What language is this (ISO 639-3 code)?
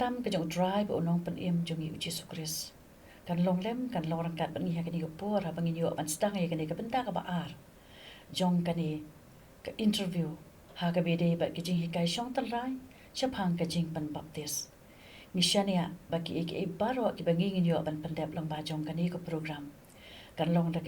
kha